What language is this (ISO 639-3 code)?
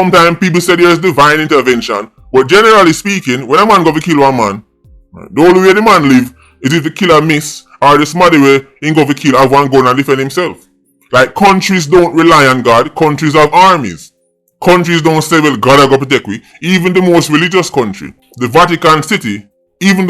jam